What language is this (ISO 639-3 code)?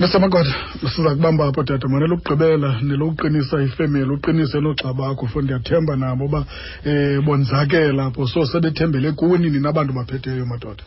xho